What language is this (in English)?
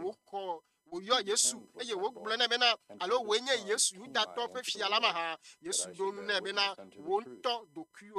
Ewe